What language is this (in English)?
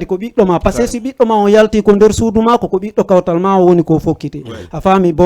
Fula